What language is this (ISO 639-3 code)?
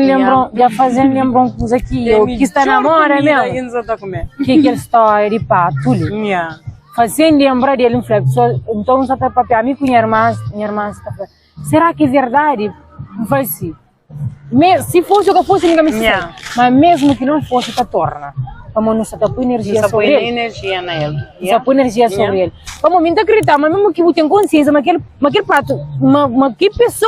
kea